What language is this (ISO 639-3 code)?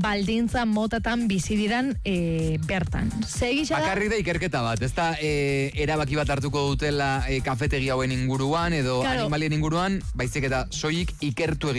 eus